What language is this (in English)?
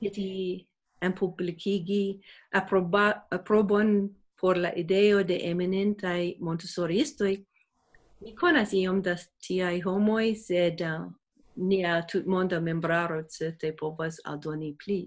Esperanto